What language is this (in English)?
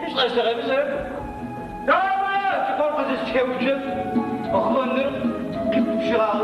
Adyghe